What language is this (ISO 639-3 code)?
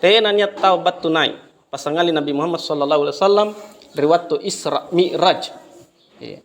mak